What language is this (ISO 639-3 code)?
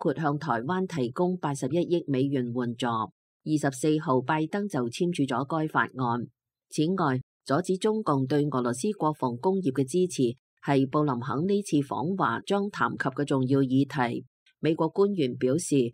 yue